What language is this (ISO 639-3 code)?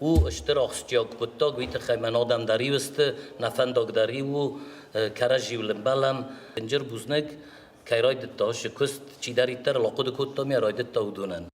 oss